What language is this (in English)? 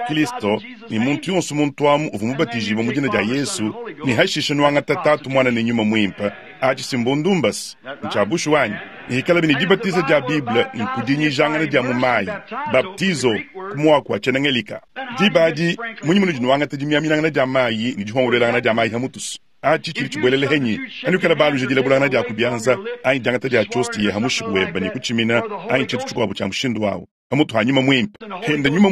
Luba-Lulua